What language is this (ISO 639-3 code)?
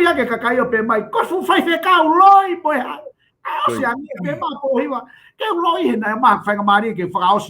ton